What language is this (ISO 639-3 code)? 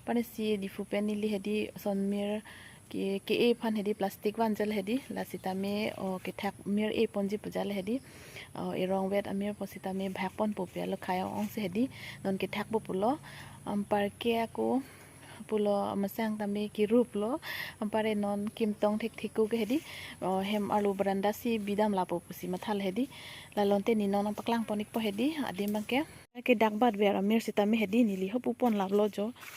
mjw